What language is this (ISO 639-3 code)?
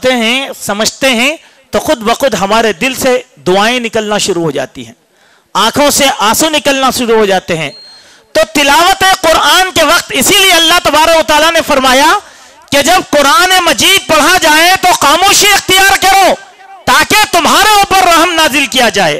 urd